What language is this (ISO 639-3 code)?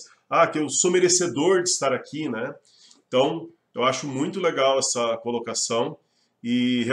por